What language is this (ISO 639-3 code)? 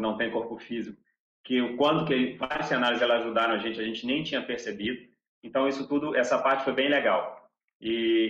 por